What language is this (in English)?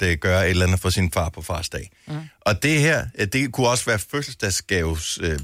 Danish